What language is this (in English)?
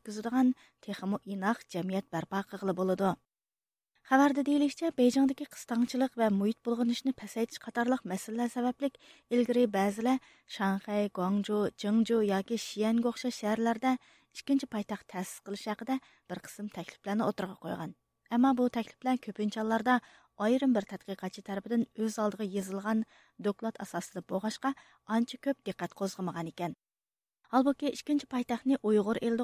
Uyghur